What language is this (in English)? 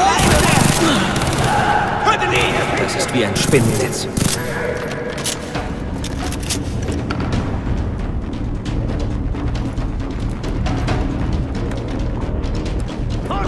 German